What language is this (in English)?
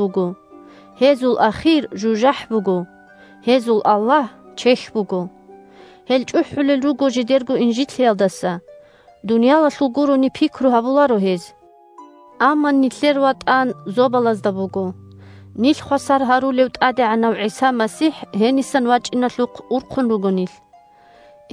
Avaric